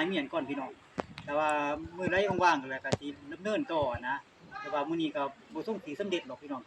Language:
Lao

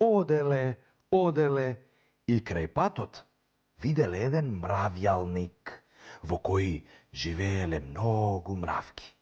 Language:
Macedonian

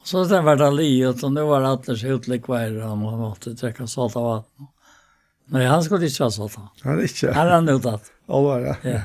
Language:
Faroese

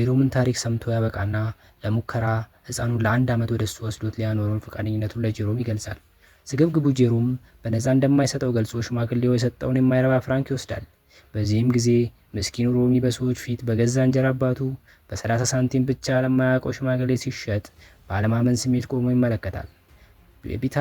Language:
Amharic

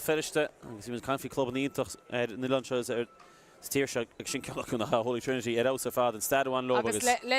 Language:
Irish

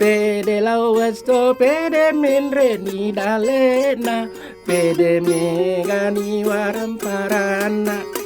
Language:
Buginese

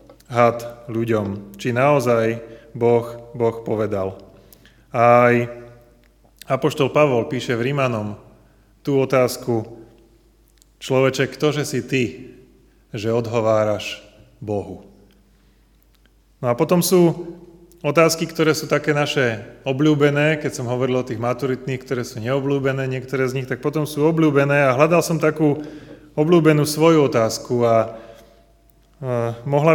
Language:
Slovak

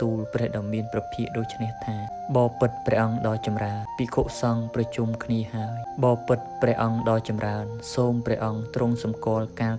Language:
Khmer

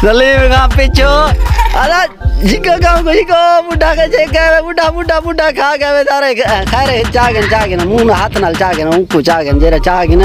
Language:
Saraiki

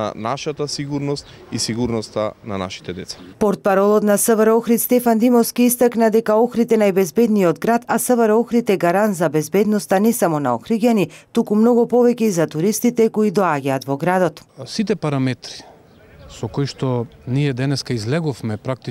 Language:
Macedonian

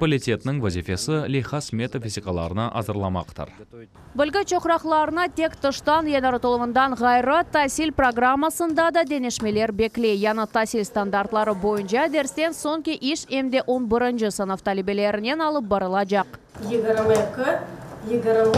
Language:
Crimean Tatar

